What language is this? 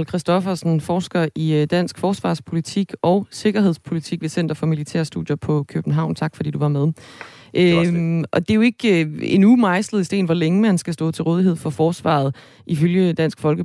Danish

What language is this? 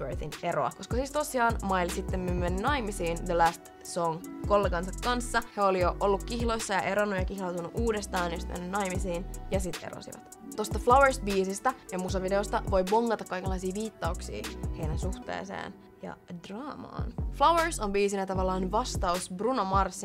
Finnish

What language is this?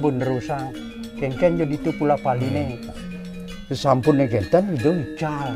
Balinese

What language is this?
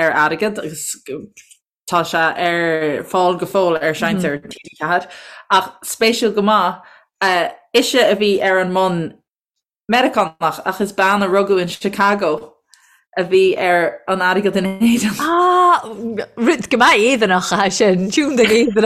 Irish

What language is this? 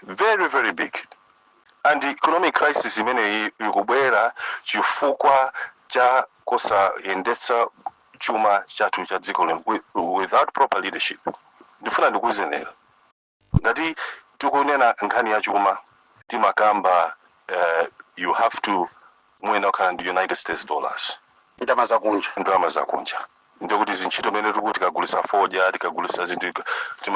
Nyanja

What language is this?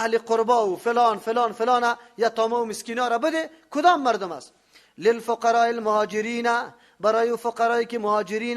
Persian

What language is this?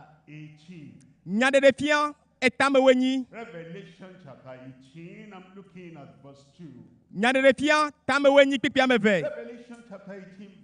Ewe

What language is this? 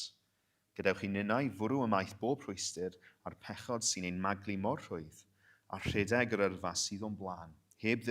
Welsh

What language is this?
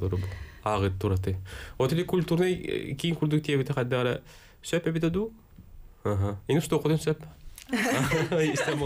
Yakut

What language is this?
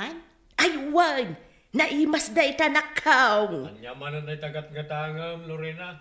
Iloko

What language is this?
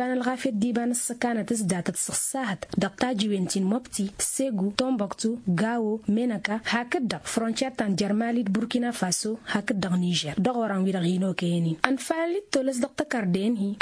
Tamasheq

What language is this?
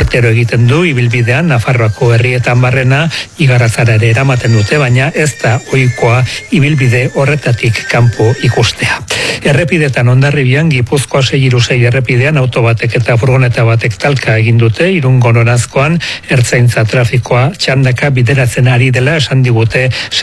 Basque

